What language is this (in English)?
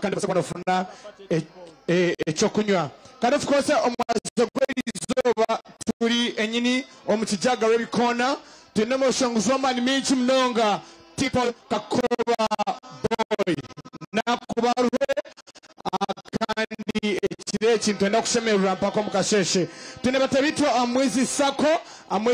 Nyankole